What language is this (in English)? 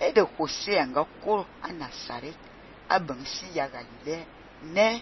Fang